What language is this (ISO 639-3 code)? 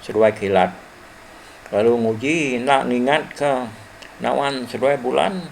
iba